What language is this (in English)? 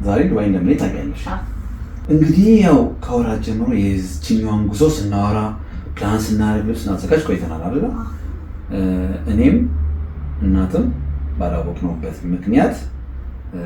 Amharic